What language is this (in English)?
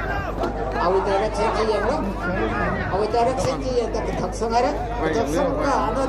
Tangkhul Naga (India)